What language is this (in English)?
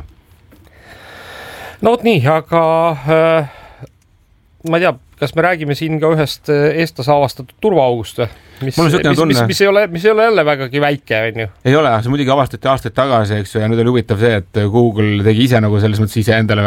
Estonian